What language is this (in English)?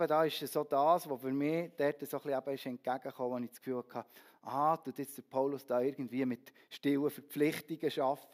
Swiss German